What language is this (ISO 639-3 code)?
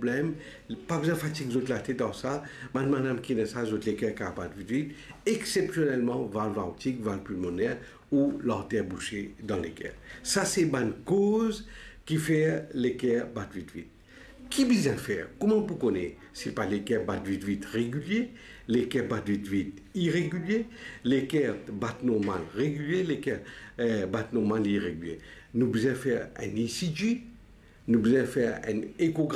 mfe